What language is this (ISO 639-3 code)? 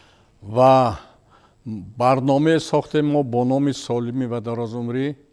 tgk